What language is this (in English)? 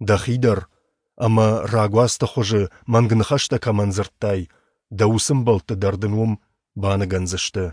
Ossetic